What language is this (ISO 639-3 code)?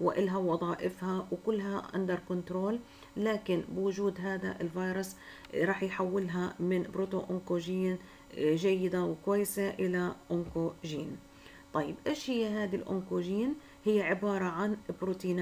ara